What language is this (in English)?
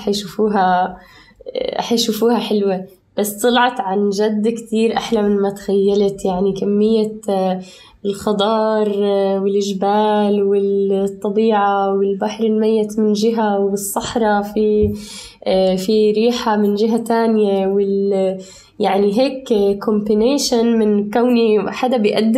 North Levantine Arabic